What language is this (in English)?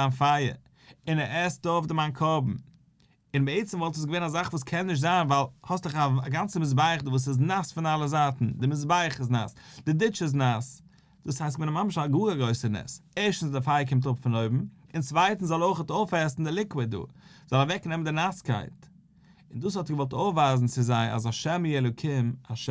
Yiddish